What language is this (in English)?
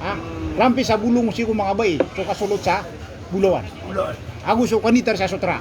Maranao